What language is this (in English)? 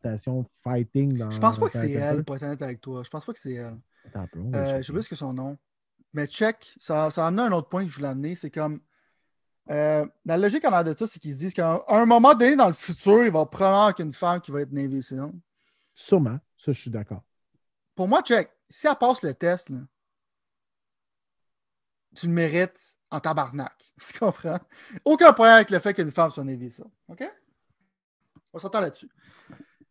French